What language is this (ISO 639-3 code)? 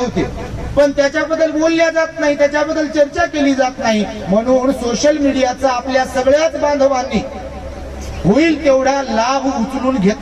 mar